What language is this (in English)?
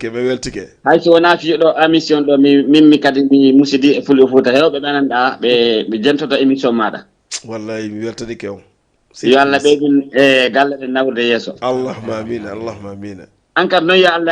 Fula